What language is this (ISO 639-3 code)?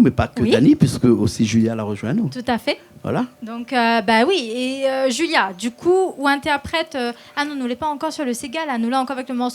rcf